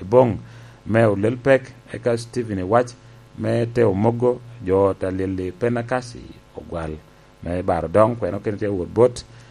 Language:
Lango (Uganda)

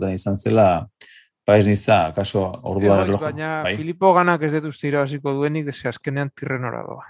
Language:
Basque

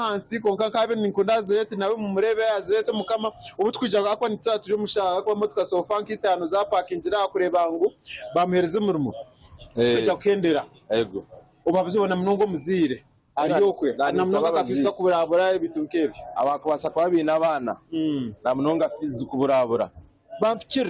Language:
Nyankole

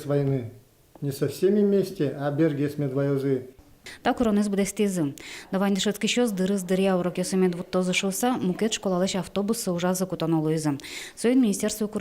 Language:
Udmurt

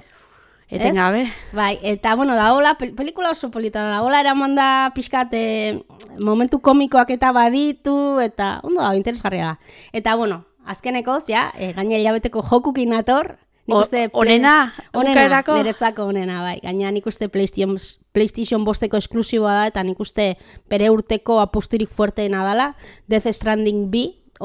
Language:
Basque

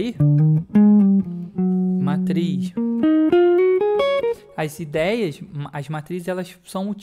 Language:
Portuguese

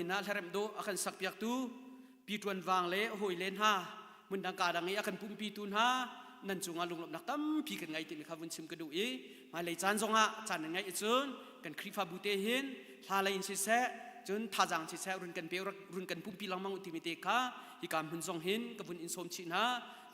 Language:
Hakha Chin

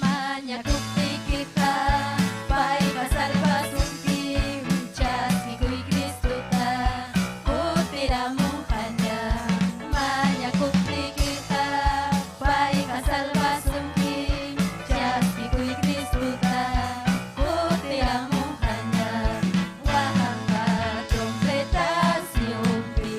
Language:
Ayacucho Quechua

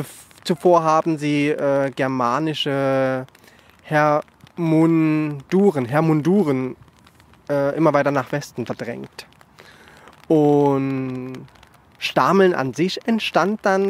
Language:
German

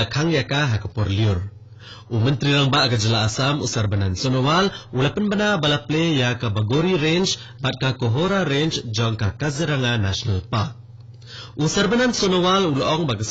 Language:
Khasi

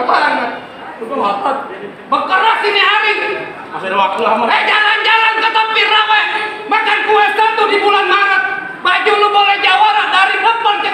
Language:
Betawi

